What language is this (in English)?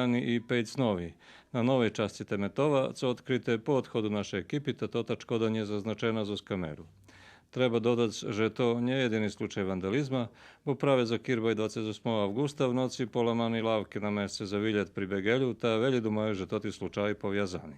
Rusyn